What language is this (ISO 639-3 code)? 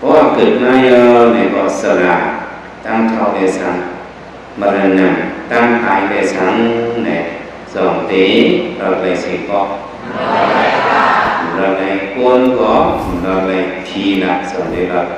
shn